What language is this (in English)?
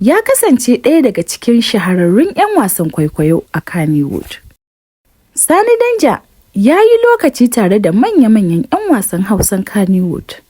Hausa